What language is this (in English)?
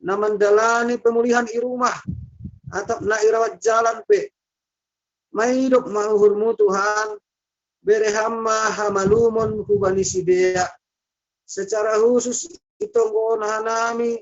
Batak Simalungun